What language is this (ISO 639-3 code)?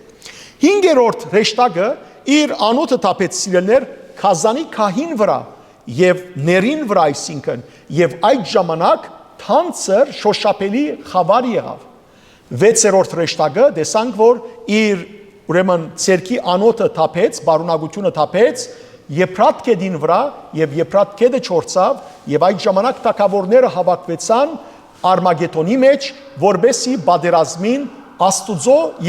hyw